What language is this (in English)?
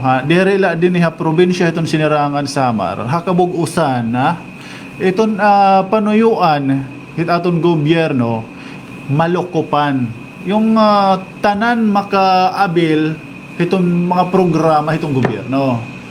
Waray